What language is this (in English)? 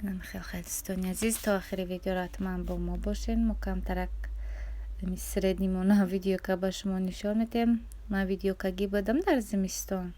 Tajik